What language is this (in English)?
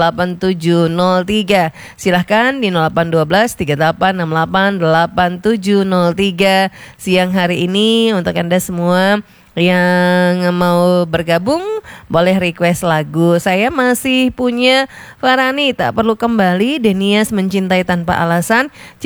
Indonesian